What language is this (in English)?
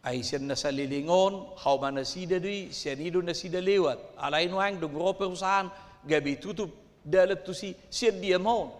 Batak Toba